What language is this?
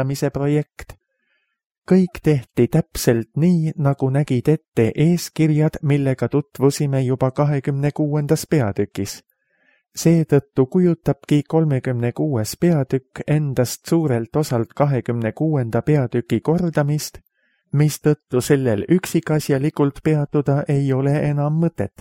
Estonian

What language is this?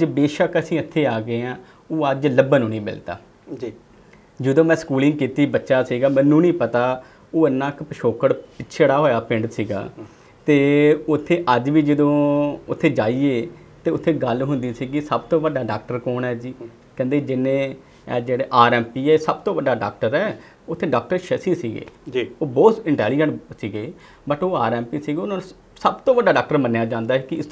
Punjabi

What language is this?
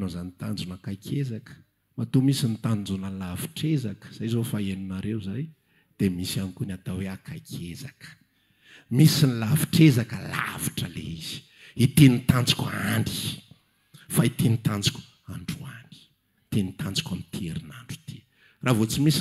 Malagasy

